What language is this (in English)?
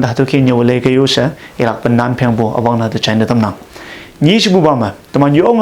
Konyak Naga